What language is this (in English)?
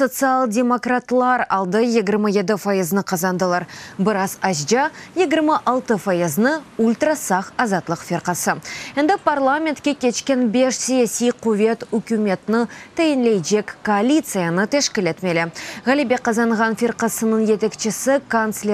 Crimean Tatar